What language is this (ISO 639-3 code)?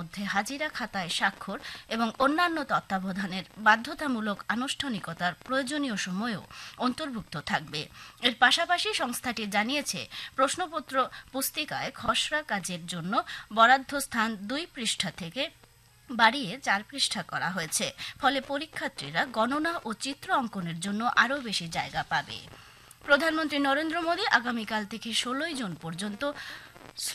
ben